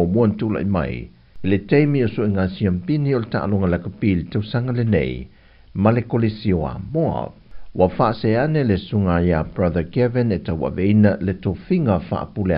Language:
Samoan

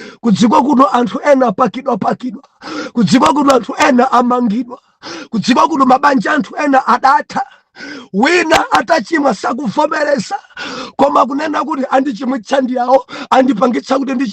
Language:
Nyanja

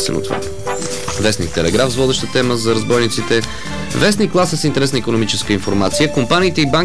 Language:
Bulgarian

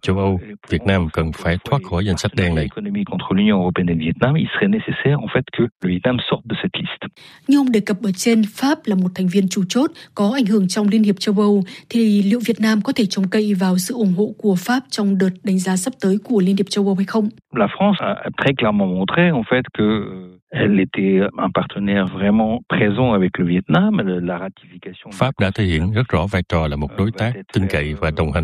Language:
Vietnamese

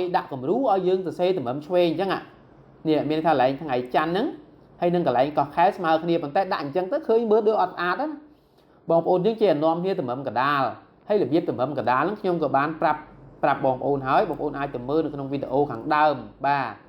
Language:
Khmer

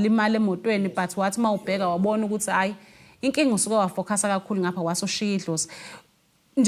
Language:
Zulu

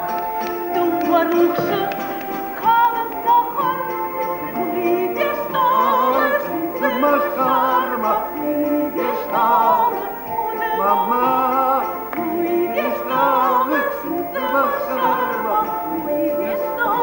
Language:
Ossetic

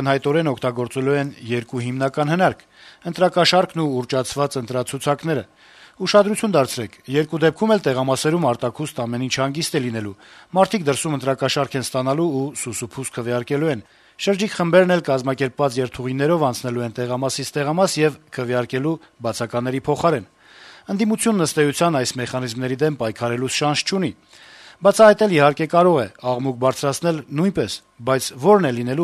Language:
Armenian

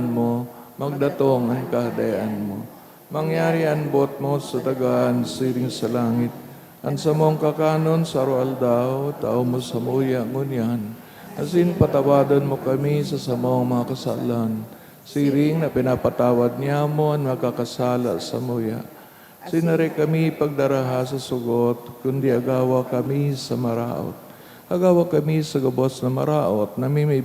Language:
Bikol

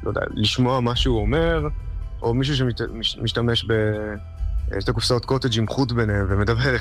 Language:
Hebrew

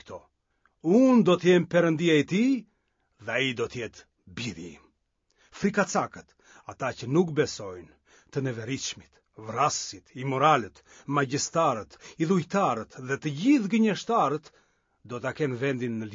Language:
Albanian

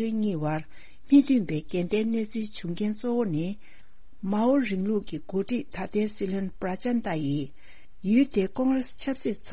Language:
Tibetan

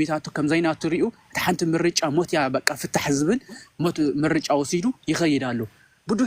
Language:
Tigrinya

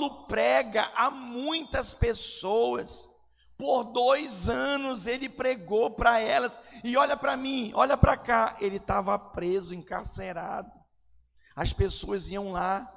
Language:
Portuguese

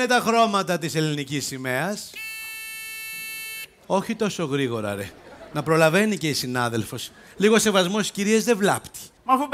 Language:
Greek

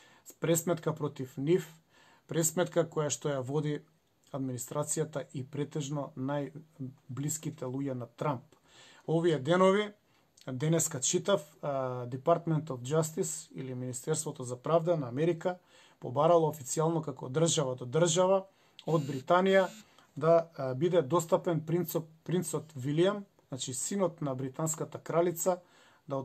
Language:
Macedonian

